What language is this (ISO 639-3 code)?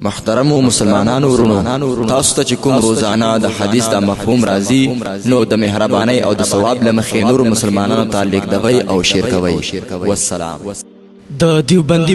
pus